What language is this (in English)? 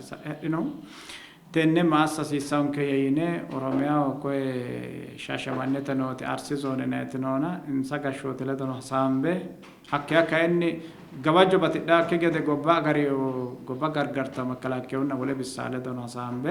Sidamo